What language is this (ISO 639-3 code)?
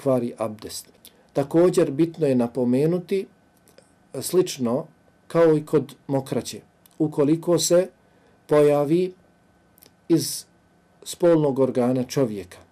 bos